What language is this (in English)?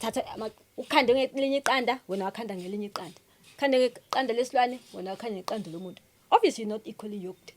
Zulu